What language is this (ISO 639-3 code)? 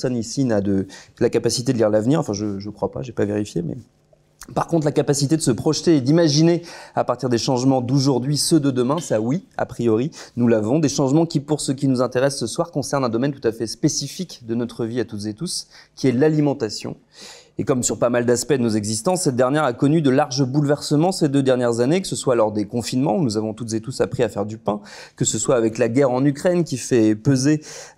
fra